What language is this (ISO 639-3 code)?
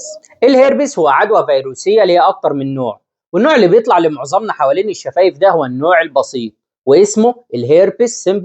arz